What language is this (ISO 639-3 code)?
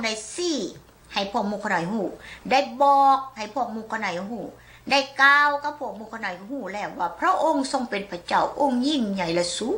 lao